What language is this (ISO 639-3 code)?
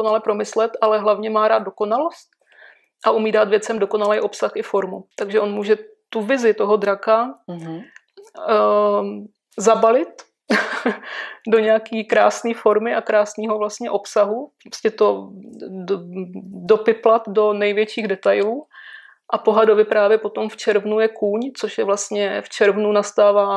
ces